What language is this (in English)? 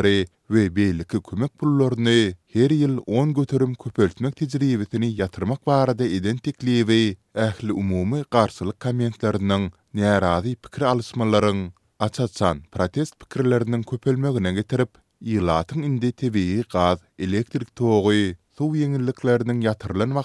Turkmen